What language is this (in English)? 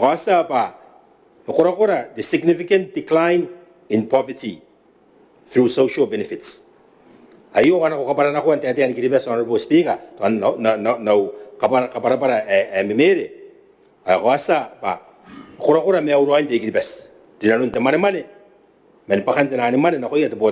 Gilbertese